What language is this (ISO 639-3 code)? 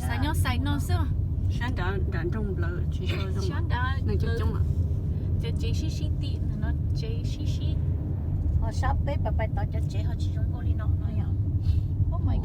hmn